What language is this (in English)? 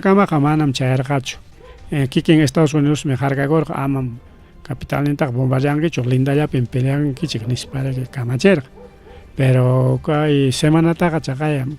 Ayacucho Quechua